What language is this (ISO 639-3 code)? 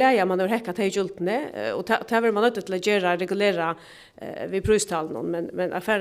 fao